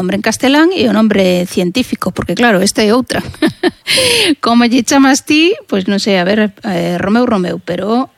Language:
Galician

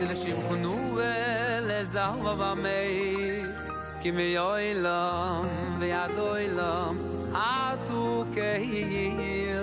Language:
Yiddish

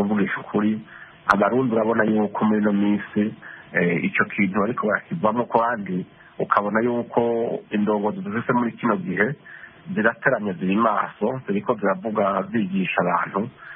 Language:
Rundi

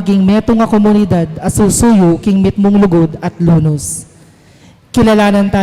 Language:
Pampanga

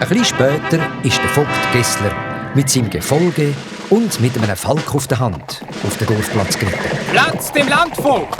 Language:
Swiss German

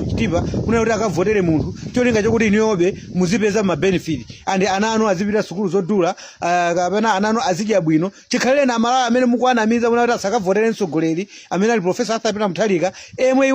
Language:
Nyanja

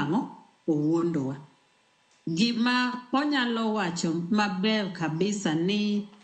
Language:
Luo (Kenya and Tanzania)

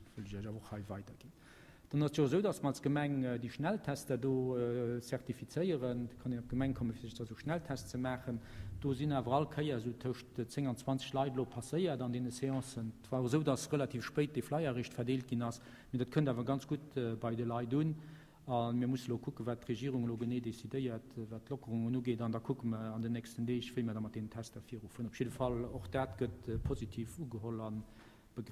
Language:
Luxembourgish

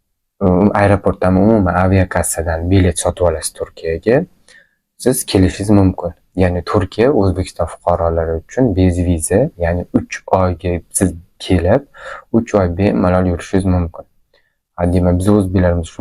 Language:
Uzbek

